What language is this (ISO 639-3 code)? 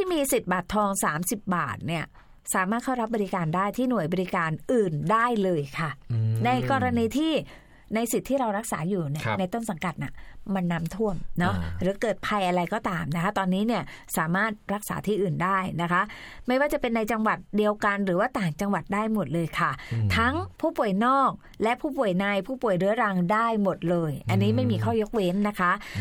tha